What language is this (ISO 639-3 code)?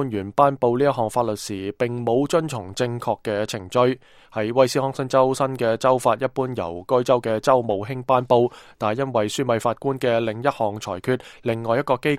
yue